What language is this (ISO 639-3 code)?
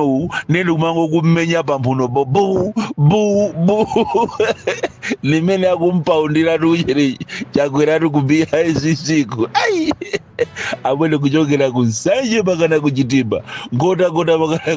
nya